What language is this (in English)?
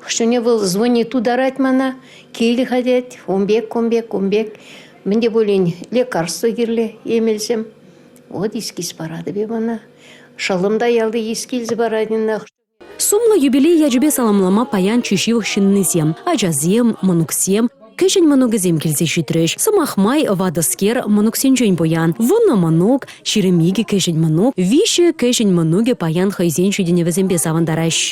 Chuvash